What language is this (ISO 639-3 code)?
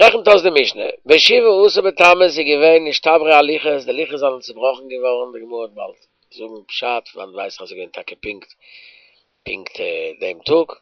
yid